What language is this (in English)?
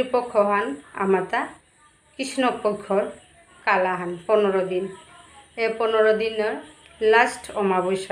Bishnupriya